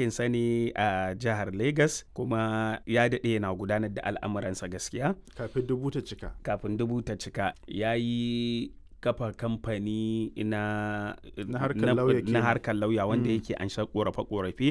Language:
Hausa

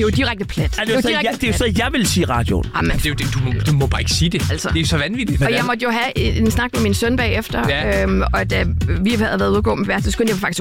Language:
Danish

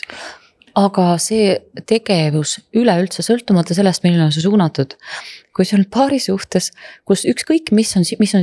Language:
Estonian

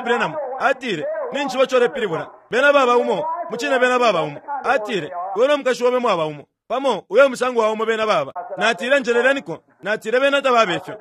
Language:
Bemba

